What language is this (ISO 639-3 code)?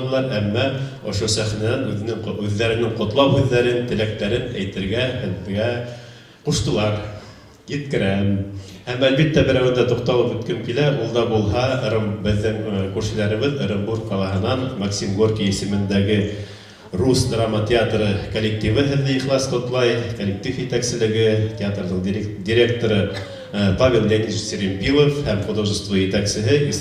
bak